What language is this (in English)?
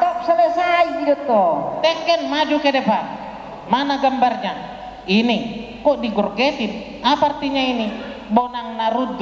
Batak Toba